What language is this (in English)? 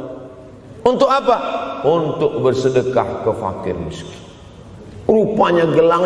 Indonesian